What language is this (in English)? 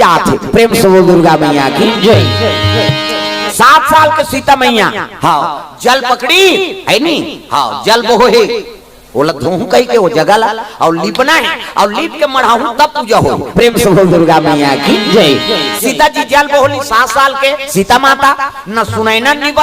Chhattisgarhi